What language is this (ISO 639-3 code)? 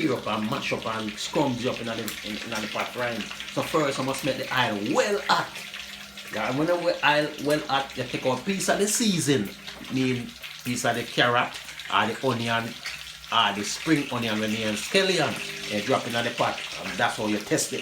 jam